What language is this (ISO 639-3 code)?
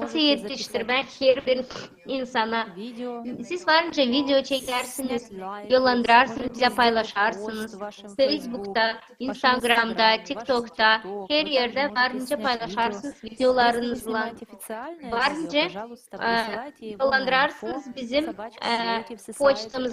gag